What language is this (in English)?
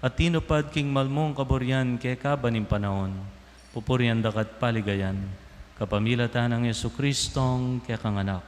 Pampanga